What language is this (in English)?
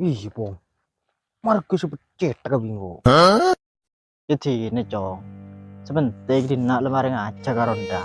Madurese